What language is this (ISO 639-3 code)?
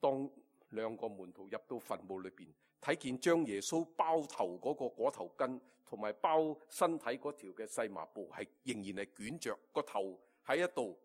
yue